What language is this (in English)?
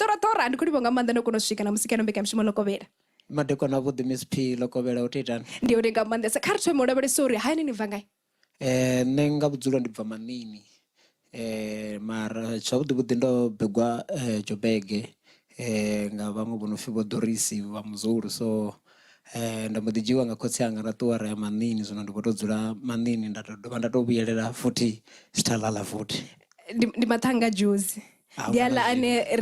Venda